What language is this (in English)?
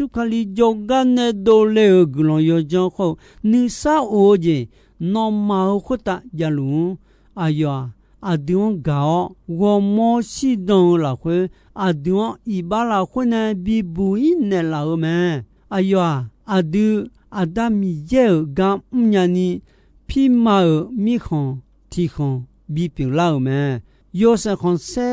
Akha